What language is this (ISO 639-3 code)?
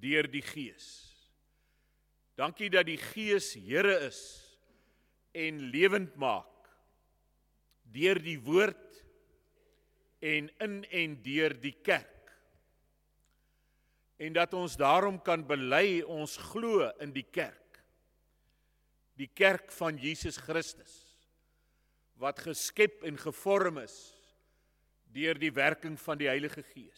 afr